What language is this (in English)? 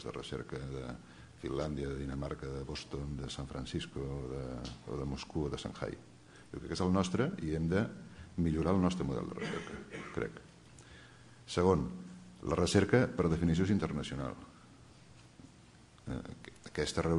Catalan